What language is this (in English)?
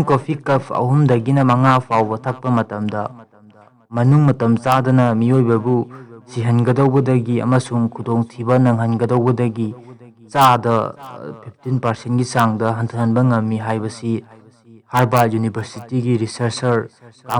Manipuri